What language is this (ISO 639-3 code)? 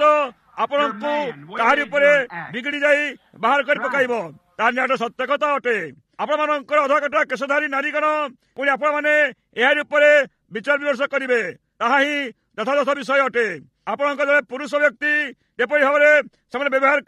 ori